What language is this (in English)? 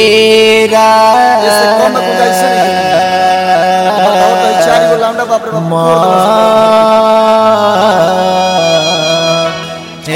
Bhojpuri